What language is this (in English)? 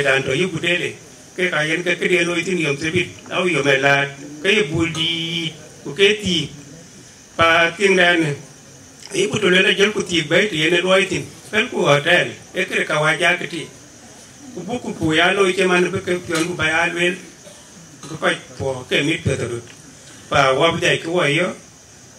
Dinka